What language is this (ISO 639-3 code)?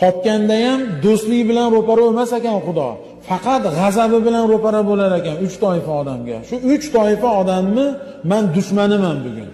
uzb